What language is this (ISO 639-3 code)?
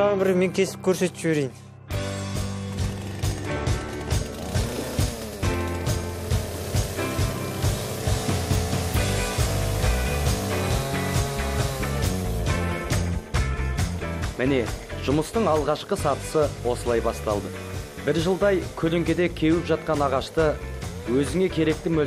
kaz